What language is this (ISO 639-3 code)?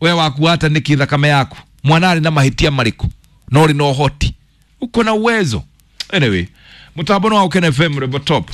kik